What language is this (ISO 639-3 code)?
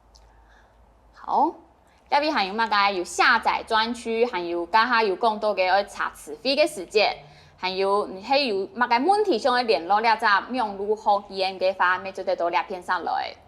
hak